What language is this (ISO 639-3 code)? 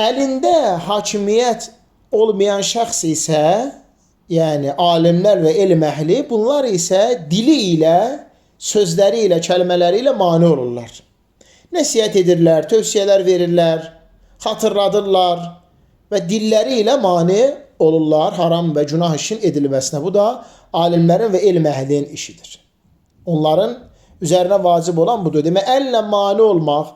aze